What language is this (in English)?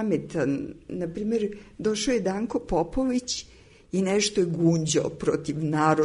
Serbian